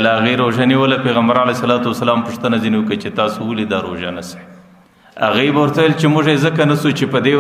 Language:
Pashto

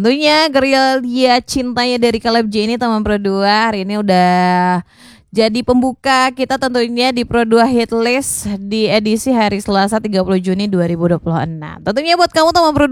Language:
Indonesian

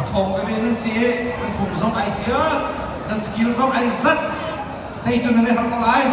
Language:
Hakha Chin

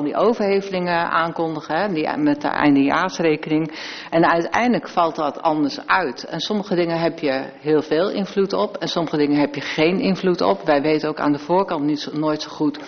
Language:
Dutch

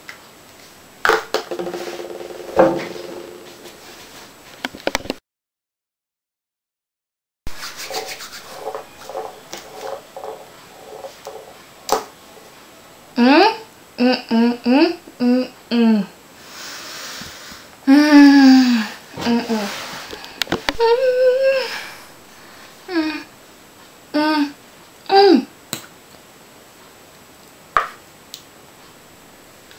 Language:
Norwegian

